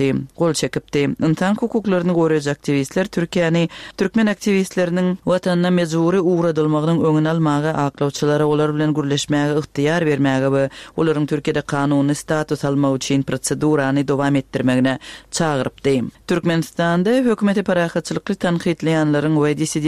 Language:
Turkmen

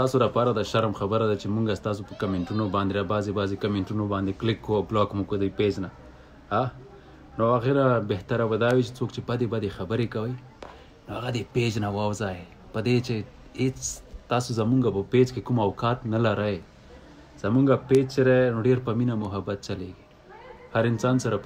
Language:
Pashto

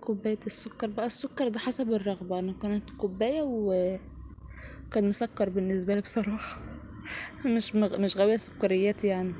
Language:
Egyptian Arabic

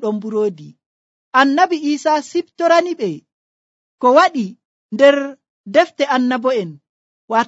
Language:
Nigerian Fulfulde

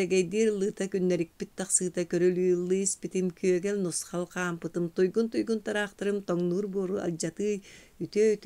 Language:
Yakut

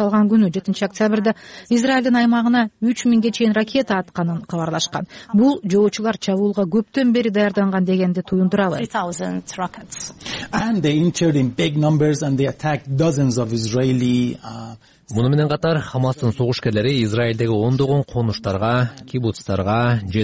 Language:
Kyrgyz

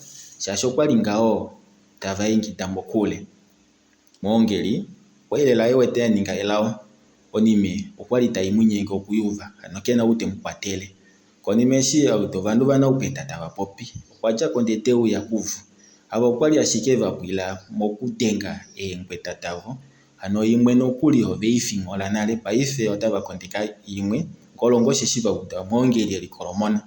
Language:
Kuanyama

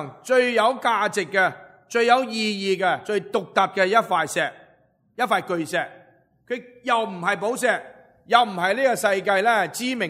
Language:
Cantonese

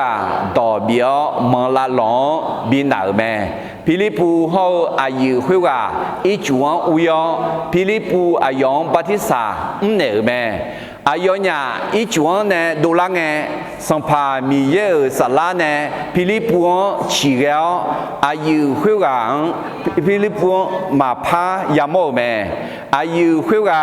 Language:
Akha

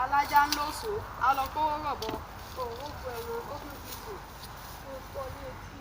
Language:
Yoruba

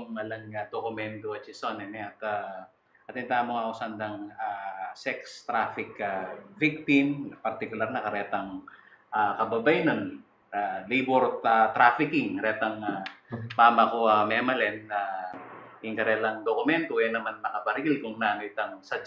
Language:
Pampanga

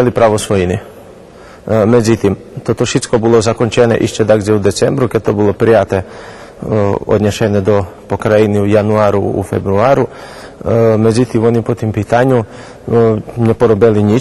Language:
Rusyn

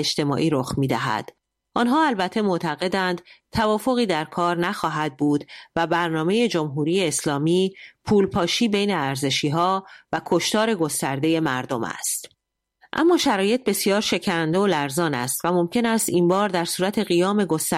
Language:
Persian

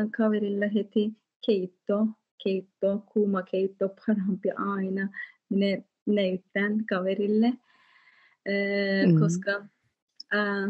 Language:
Finnish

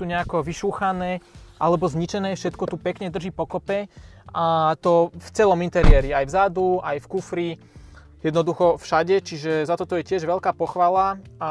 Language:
Slovak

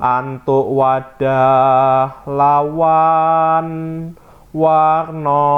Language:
Javanese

